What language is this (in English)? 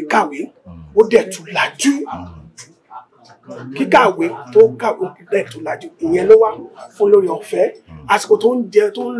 Yoruba